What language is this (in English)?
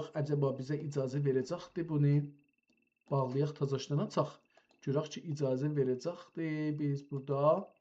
South Azerbaijani